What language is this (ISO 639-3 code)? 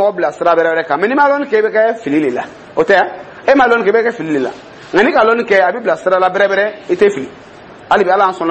dyu